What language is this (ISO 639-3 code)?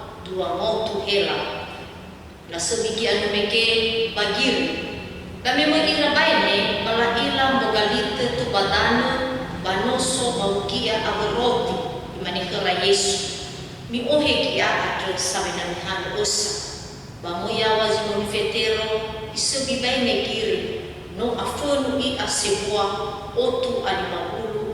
nia